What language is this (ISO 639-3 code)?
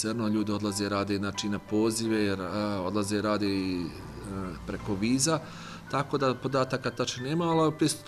bos